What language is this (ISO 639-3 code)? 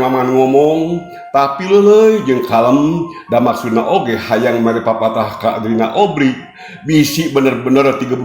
sun